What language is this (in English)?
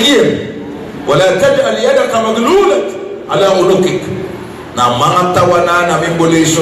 Maranao